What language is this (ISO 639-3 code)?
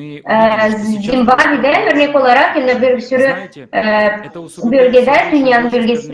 gag